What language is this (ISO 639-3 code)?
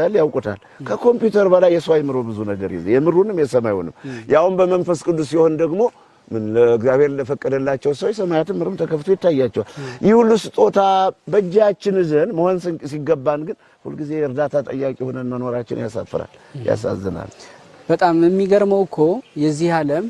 amh